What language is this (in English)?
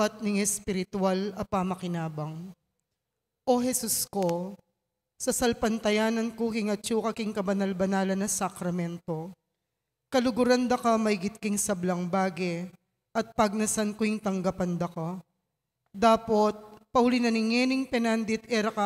Pampanga